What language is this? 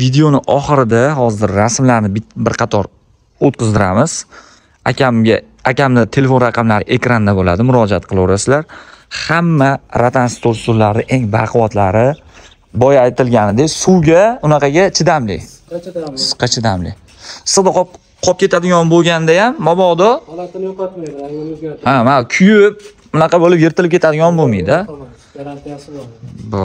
Uzbek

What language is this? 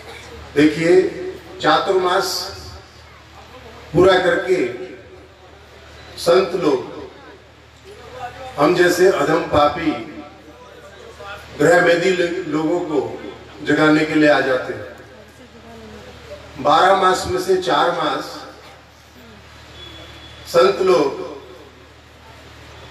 Hindi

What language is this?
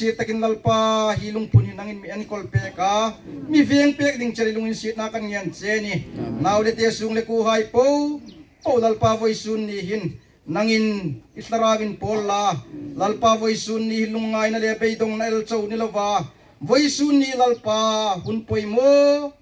Hmar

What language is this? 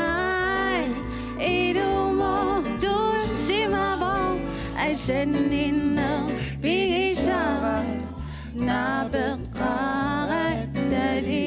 Kalaallisut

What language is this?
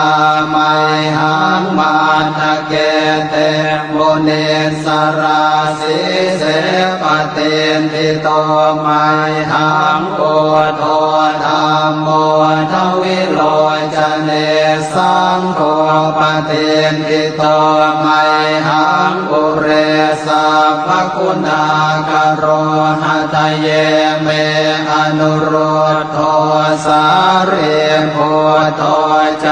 Pali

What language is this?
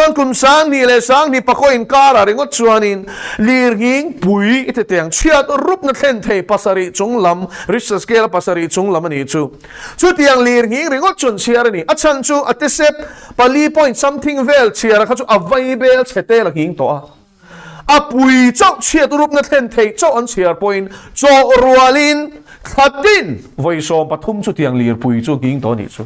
Mizo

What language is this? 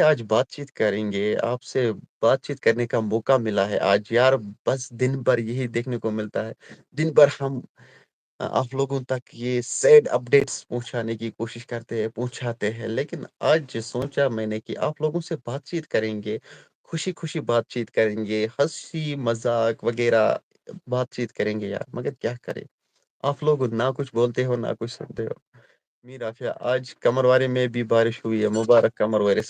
Kashmiri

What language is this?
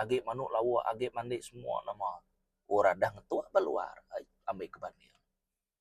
Iban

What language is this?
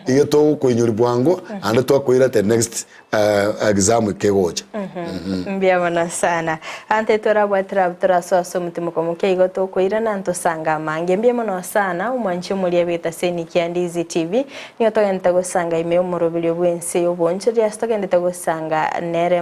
Gusii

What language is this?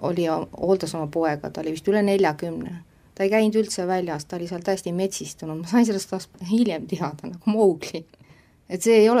Estonian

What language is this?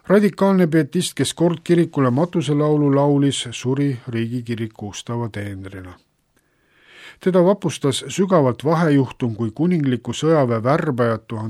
Estonian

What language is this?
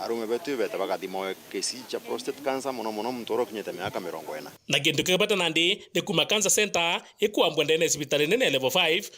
Meru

